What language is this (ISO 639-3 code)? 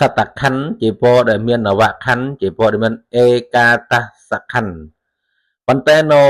khm